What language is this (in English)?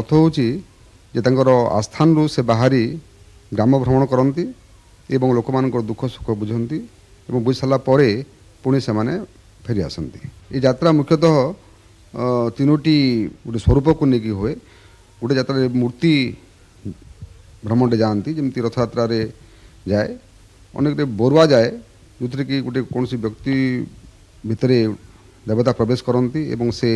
Odia